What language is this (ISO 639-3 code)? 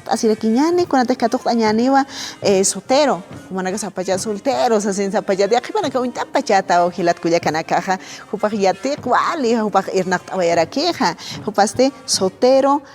aym